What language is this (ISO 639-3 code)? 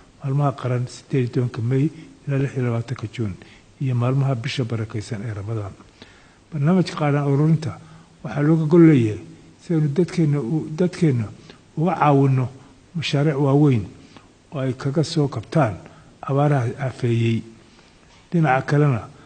som